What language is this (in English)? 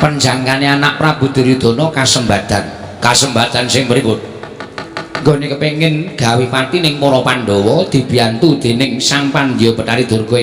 Javanese